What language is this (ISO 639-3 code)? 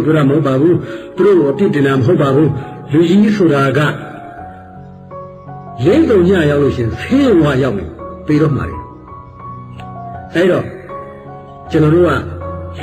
mya